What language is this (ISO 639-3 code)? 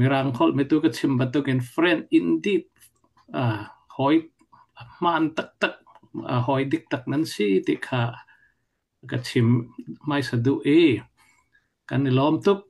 cfm